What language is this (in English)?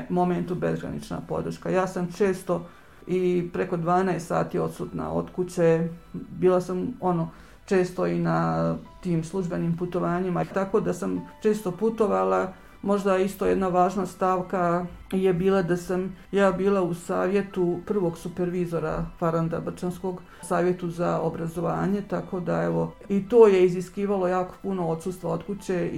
Bosnian